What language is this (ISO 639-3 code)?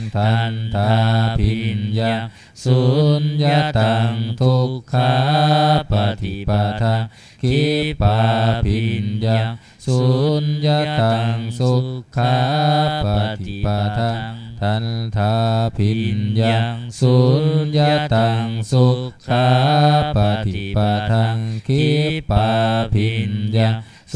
pli